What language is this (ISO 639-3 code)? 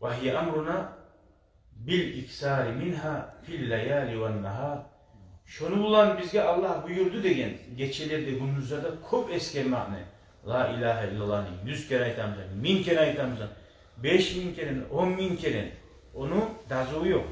kum